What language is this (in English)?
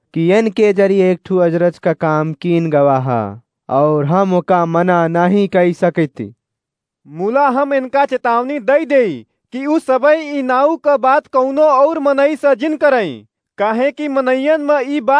Awadhi